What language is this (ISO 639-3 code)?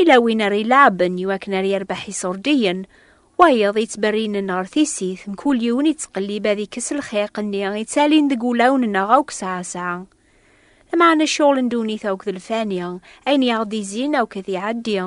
kab